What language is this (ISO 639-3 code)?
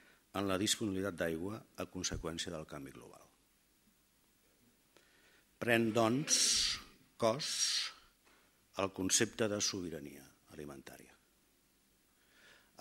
cat